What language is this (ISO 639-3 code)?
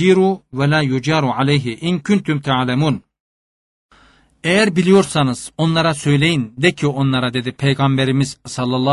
tur